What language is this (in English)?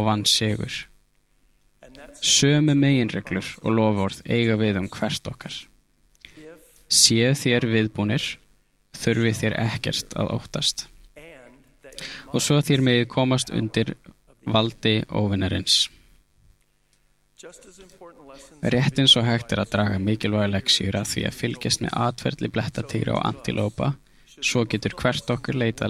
Icelandic